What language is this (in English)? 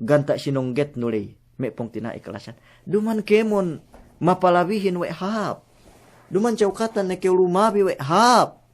Yakan